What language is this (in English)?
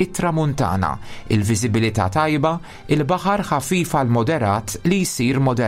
Maltese